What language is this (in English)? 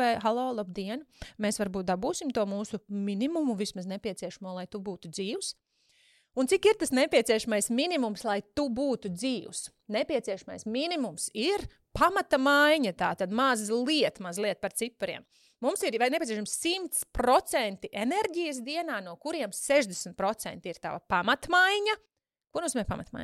Latvian